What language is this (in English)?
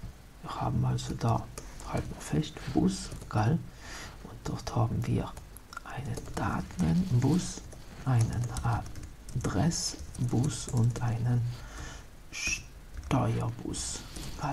German